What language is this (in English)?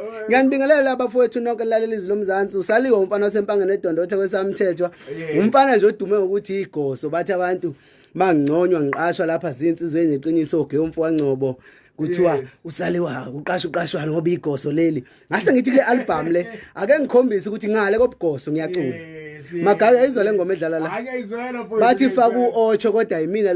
Zulu